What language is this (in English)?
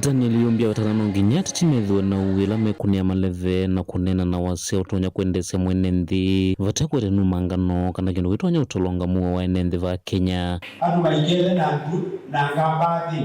Kamba